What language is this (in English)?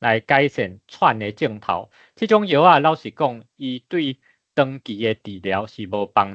Min Nan Chinese